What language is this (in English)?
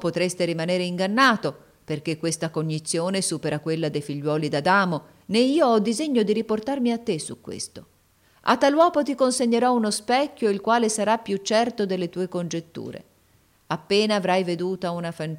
Italian